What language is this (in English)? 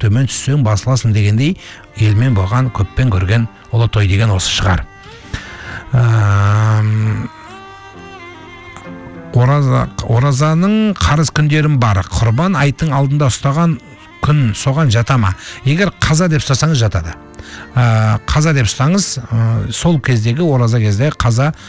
Kazakh